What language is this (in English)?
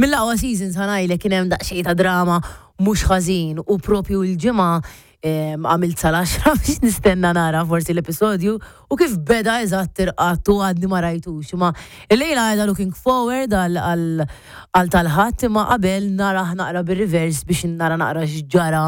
Maltese